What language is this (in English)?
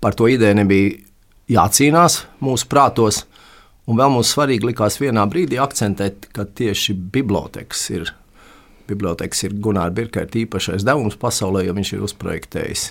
Latvian